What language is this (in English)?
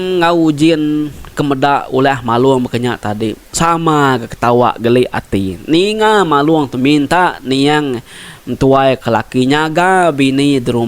Iban